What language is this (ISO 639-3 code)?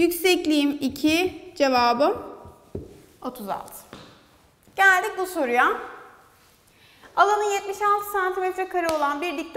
tur